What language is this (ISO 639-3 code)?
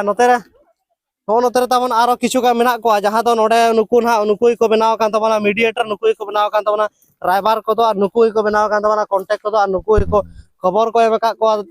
sat